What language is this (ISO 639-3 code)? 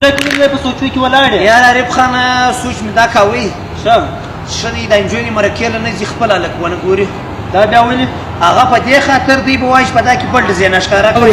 pus